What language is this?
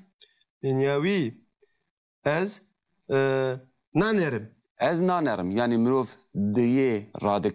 Kurdish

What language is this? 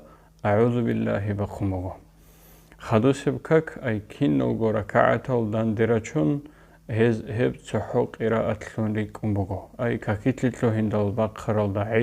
Avaric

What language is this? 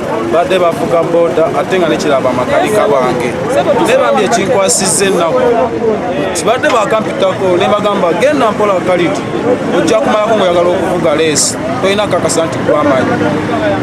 Ganda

